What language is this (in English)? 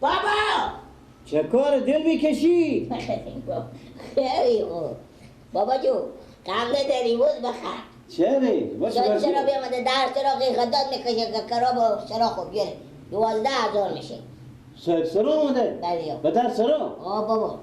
Persian